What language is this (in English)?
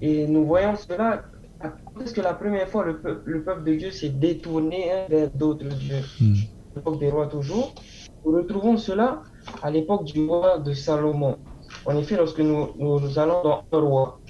Tahitian